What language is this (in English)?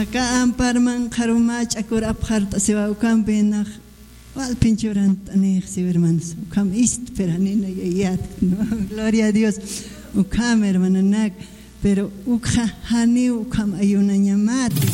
Aymara